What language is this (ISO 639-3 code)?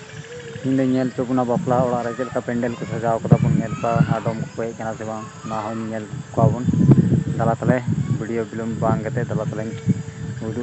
sat